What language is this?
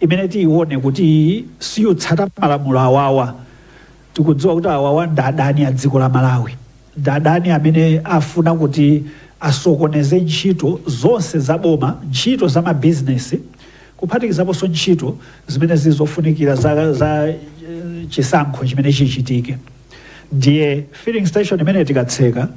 Nyanja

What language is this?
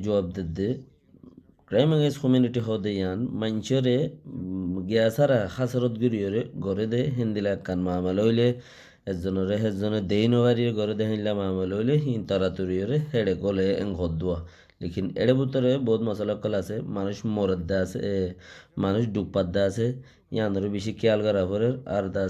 Rohingya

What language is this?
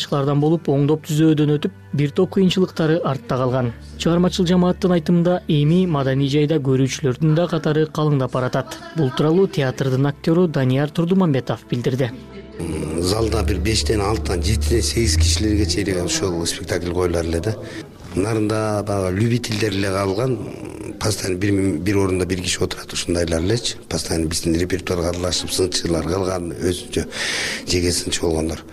Kyrgyz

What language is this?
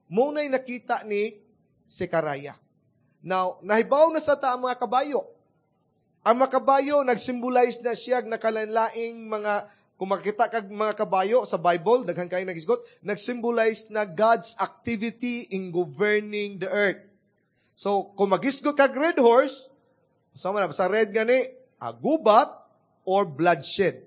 Cebuano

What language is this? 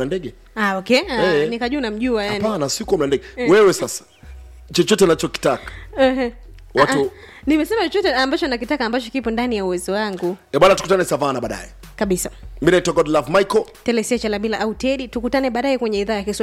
Swahili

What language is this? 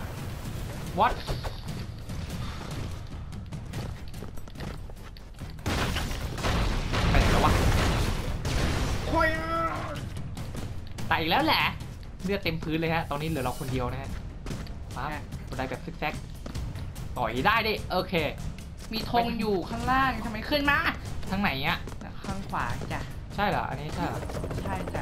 Thai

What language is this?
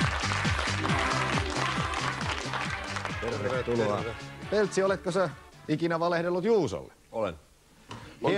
Finnish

